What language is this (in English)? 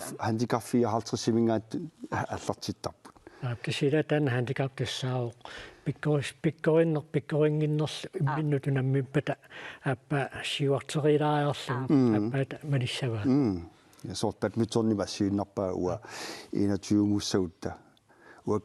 Kalaallisut